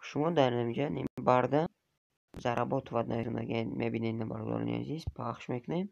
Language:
Tajik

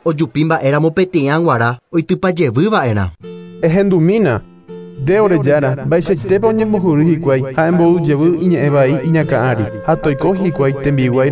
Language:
Guarani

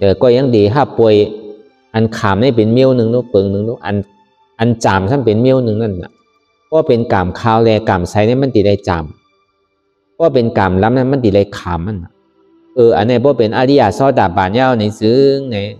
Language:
Shan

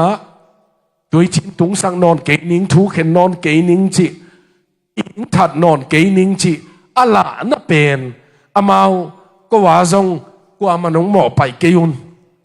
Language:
Tedim Chin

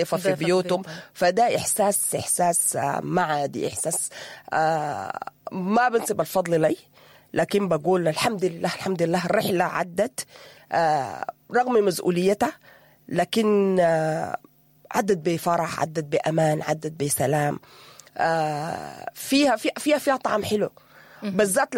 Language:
Sudanese Arabic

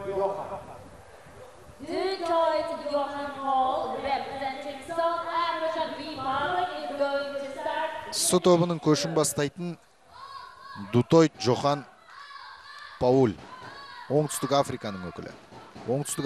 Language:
Kazakh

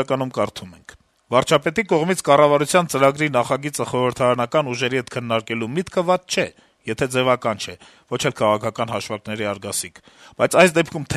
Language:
Armenian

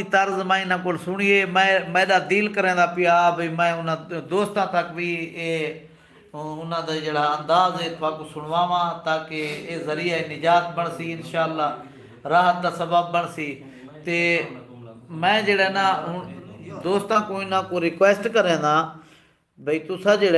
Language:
Saraiki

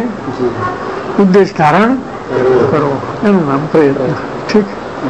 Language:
Gujarati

